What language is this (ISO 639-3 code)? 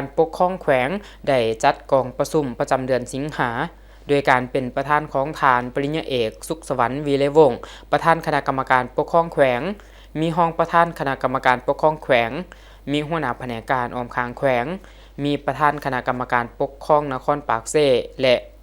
lao